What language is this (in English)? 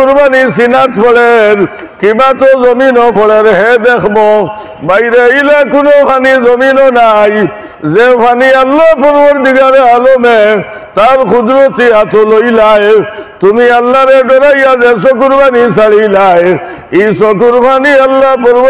Sylheti